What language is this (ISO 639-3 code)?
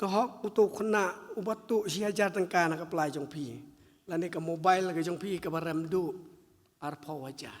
kha